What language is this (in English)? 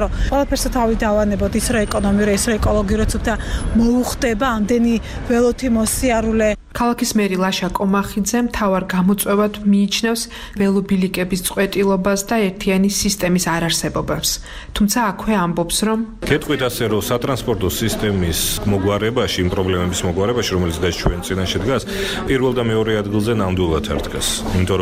Georgian